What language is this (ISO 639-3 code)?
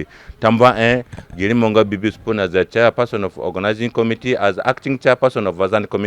zne